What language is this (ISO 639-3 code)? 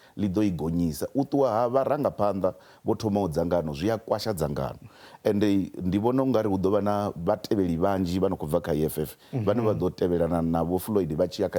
ven